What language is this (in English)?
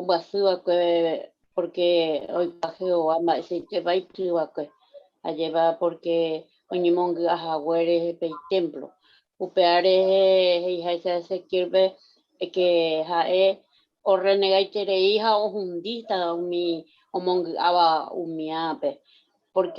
Guarani